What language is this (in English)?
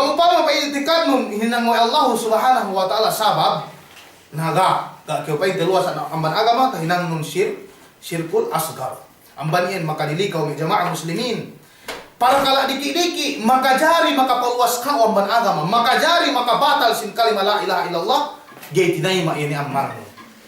Yakan